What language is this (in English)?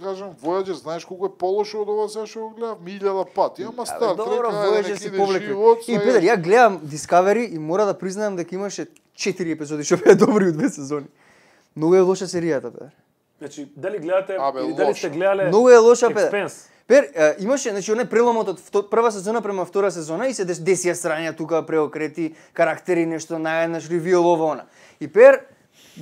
Macedonian